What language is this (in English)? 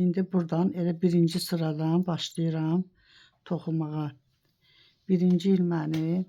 Azerbaijani